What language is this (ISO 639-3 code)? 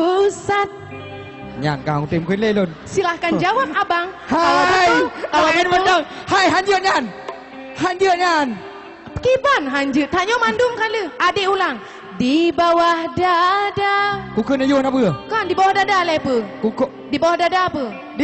ace